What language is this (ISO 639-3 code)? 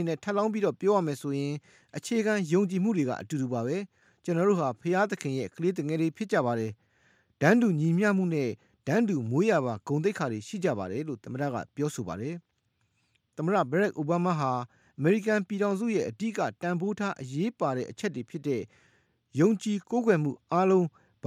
mya